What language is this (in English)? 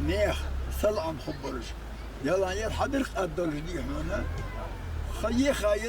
Ingush